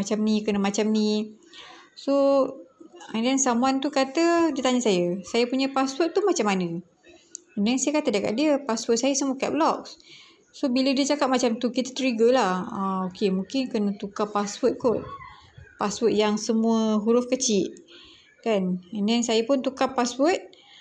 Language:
Malay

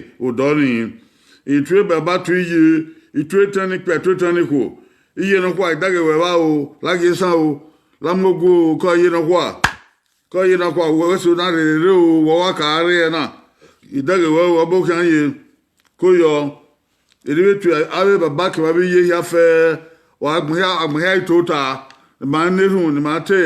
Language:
Bini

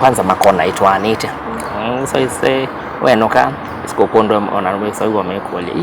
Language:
Kamba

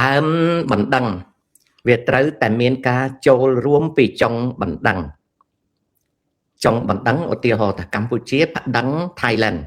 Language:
Khmer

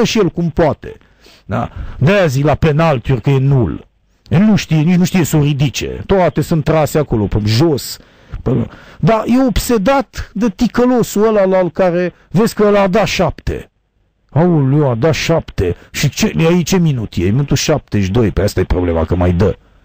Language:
Romanian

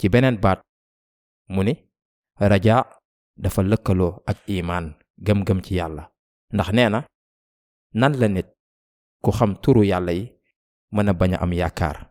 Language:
Wolof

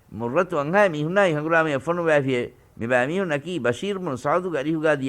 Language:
Divehi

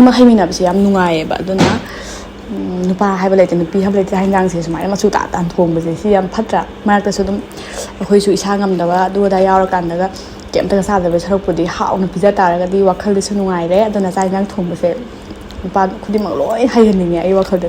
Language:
Manipuri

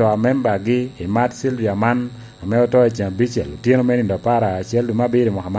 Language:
Lango (Uganda)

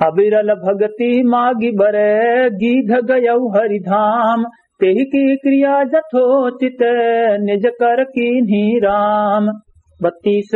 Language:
Awadhi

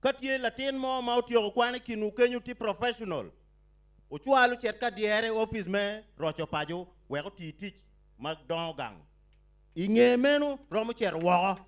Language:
Acoli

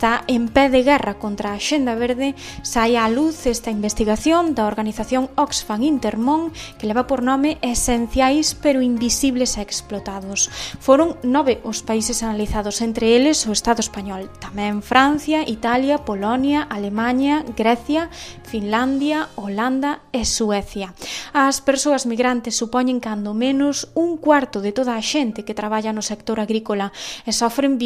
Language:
Galician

